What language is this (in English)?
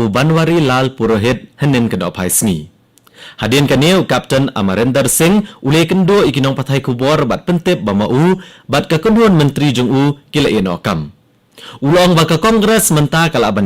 Khasi